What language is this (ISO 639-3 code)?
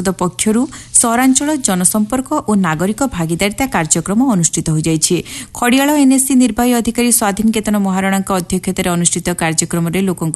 ori